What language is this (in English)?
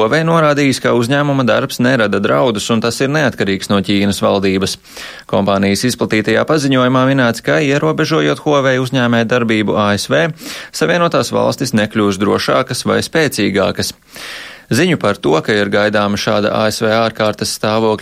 Latvian